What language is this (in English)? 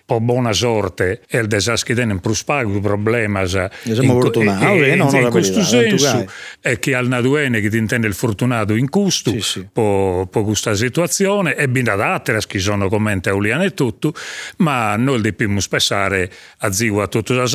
Sardinian